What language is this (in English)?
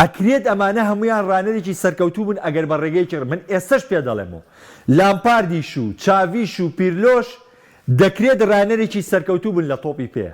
Central Kurdish